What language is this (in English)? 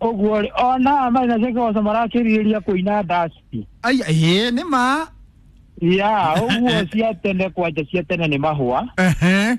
Kikuyu